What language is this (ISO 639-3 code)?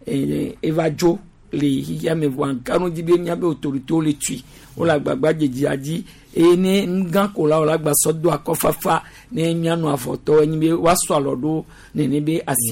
gej